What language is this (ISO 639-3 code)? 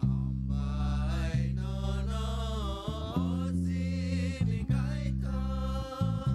trp